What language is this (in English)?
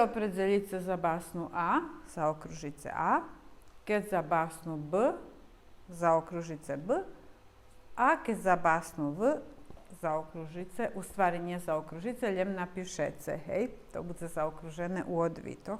Rusyn